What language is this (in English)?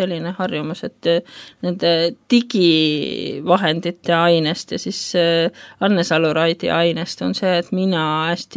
Estonian